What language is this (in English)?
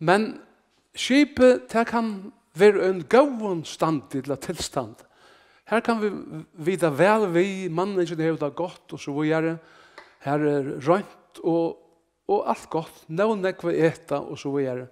Faroese